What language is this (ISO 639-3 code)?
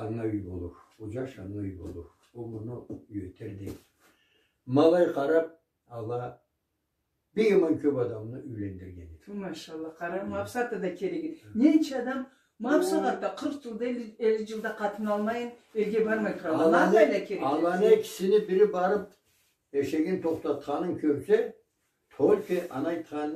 krc